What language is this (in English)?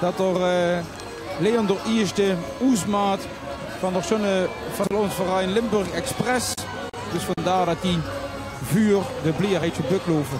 Limburgish